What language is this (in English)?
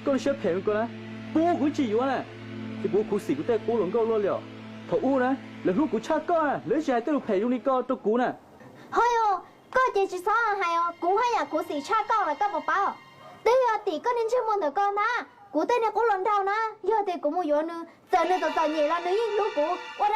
Hmong